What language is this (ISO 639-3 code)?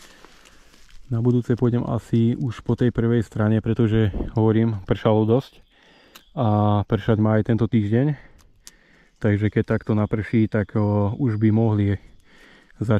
slk